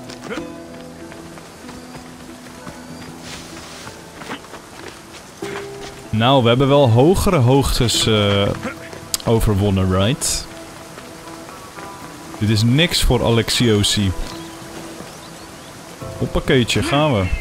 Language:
Dutch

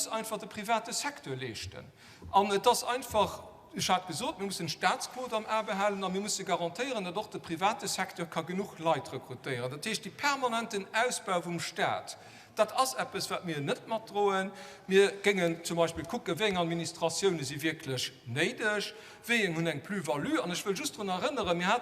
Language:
Luxembourgish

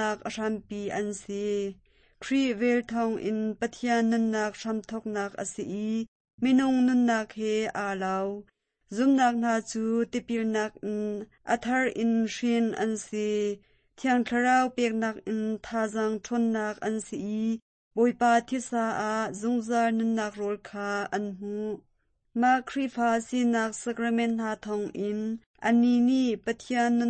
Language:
Hakha Chin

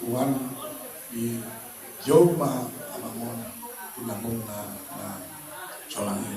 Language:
Batak Toba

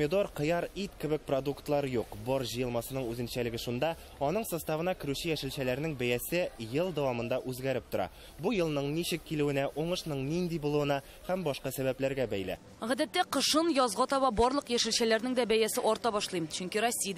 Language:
Tatar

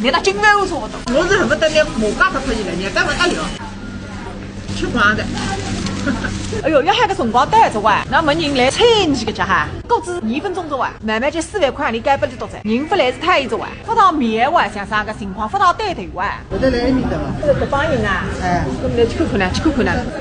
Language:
Wu Chinese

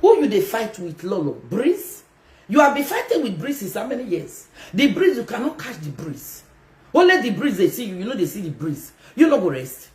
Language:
Nigerian Pidgin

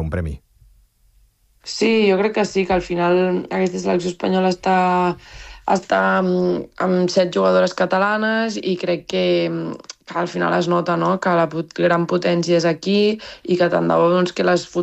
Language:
Catalan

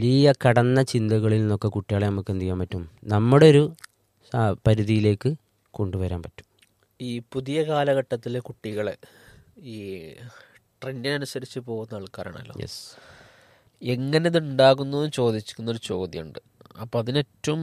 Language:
Malayalam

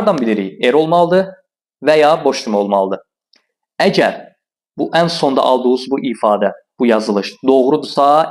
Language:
Azerbaijani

